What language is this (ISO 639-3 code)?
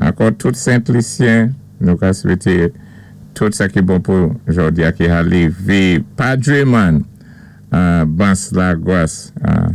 acf